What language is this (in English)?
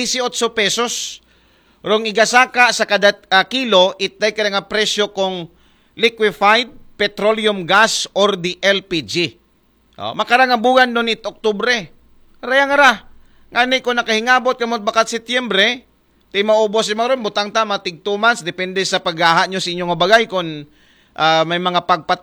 Aklanon